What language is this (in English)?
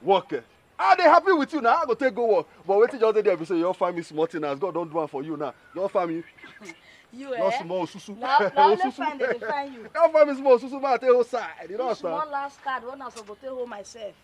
Nigerian Pidgin